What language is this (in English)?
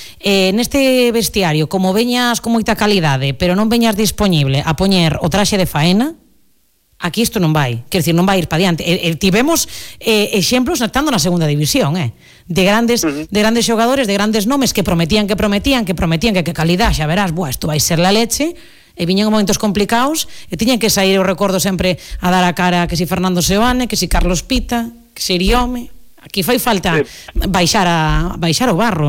Galician